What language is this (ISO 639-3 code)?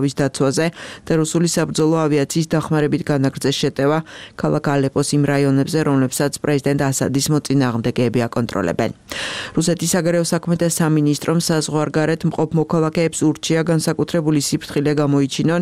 kat